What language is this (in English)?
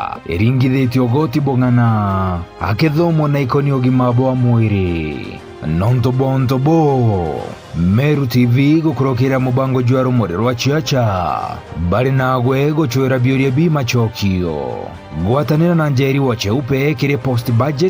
Meru